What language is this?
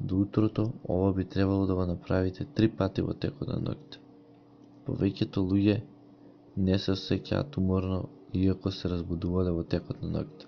Macedonian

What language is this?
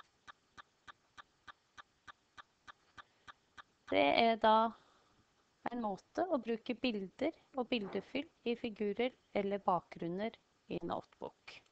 Norwegian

